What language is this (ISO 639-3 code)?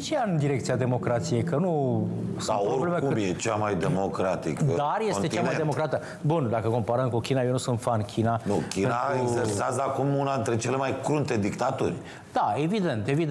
ron